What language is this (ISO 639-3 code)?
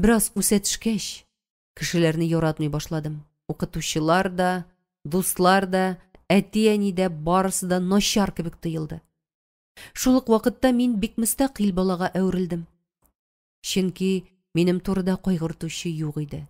tat